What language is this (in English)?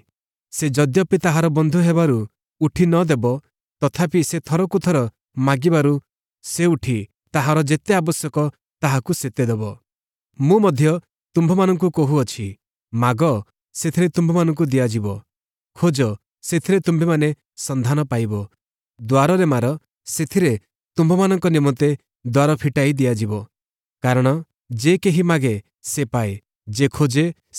Odia